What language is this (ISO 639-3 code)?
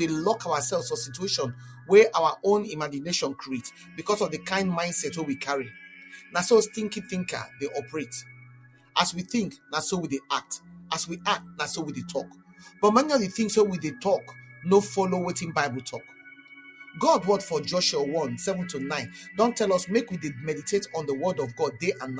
pcm